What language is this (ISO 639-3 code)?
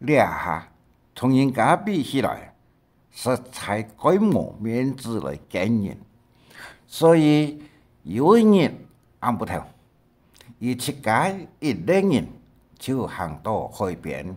hak